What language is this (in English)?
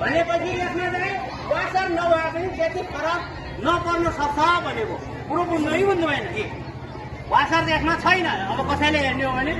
Nepali